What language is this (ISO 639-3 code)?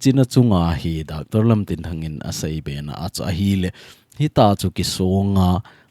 tcz